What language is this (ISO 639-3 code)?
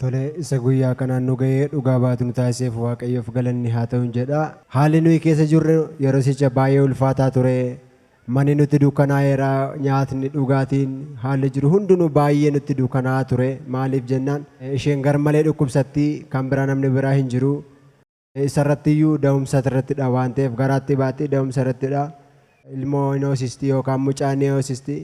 orm